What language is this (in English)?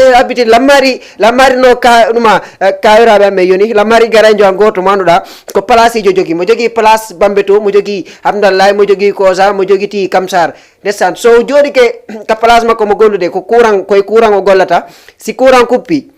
Fula